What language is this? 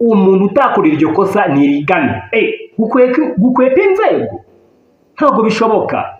Kinyarwanda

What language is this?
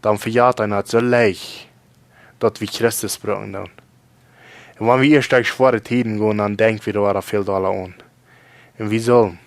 Plautdietsch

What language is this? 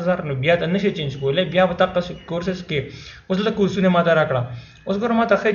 Pashto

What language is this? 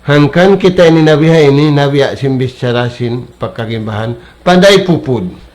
Tausug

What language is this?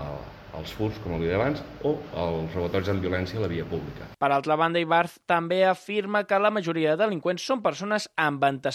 Catalan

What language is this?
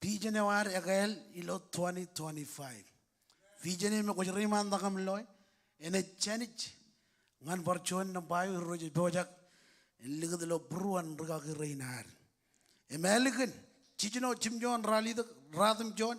Marshallese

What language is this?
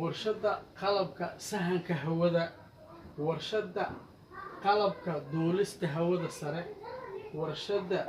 Somali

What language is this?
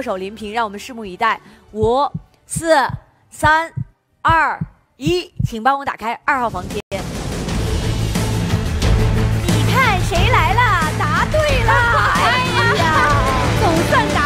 Chinese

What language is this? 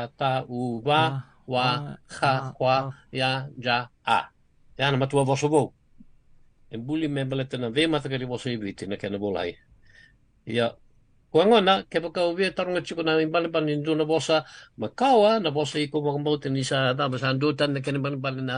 Fijian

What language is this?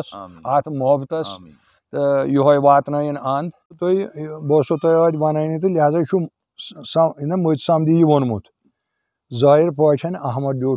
Kashmiri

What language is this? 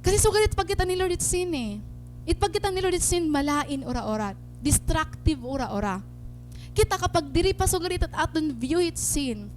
Waray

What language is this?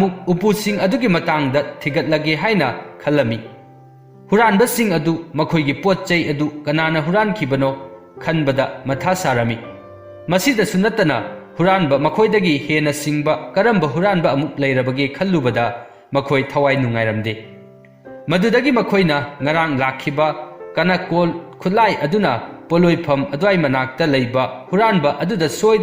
Manipuri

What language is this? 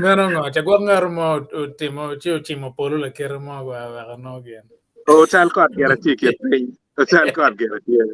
Acoli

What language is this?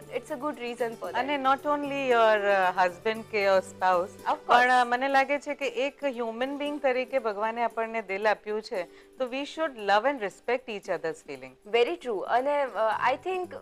Gujarati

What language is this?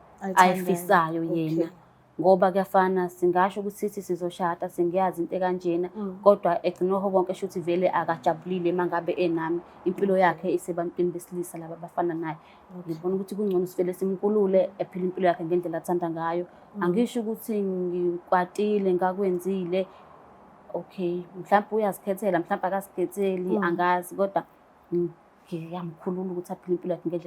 Zulu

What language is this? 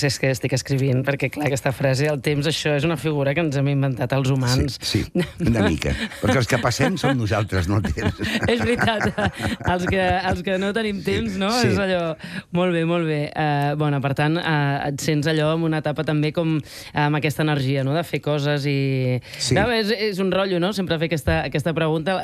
Catalan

